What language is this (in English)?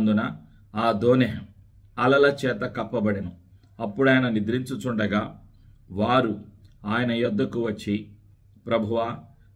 Telugu